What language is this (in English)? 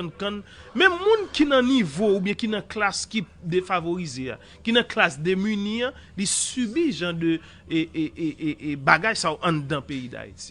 Haitian Creole